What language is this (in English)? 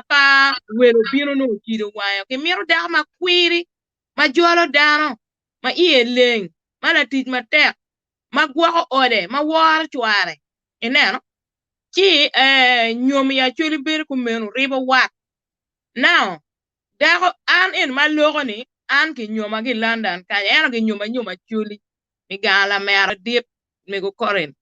Acoli